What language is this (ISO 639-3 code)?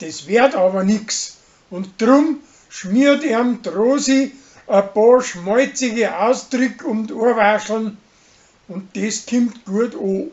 bar